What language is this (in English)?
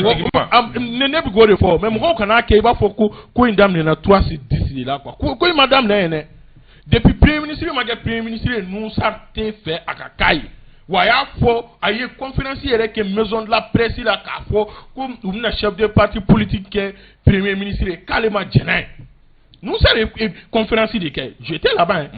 Bambara